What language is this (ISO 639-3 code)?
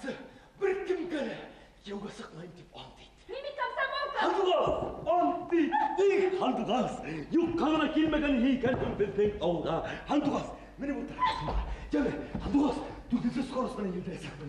bak